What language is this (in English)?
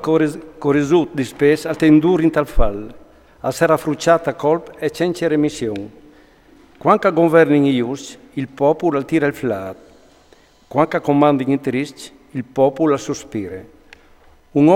Friulian